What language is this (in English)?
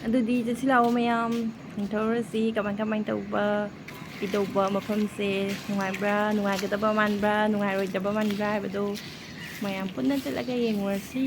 Manipuri